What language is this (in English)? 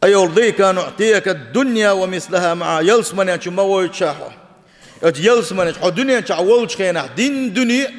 Chechen